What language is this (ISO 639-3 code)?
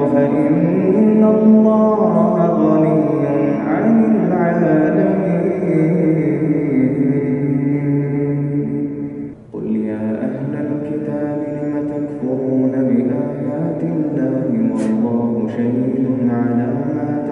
ara